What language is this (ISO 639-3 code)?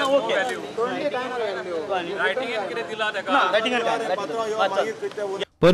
kok